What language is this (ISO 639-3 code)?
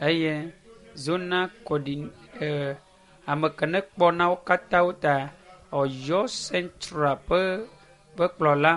ewe